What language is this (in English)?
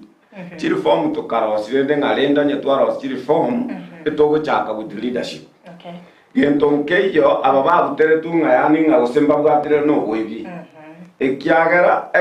Gusii